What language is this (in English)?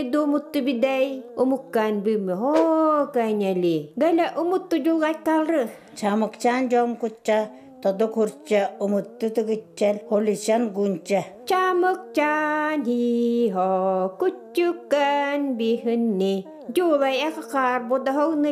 Even